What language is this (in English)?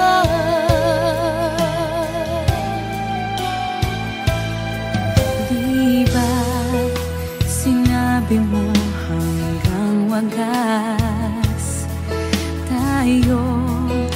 Filipino